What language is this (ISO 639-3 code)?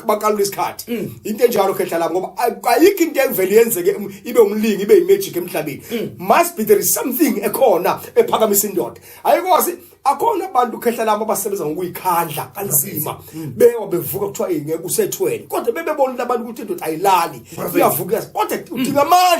zul